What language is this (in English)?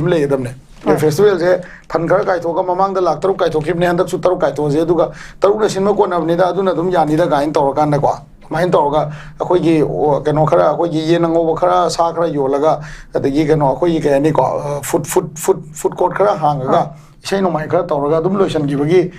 Manipuri